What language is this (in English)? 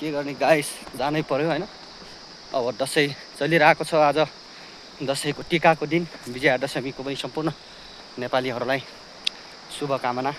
Nepali